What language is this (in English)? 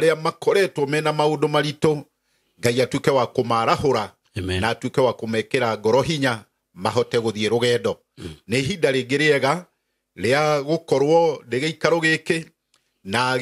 Kikuyu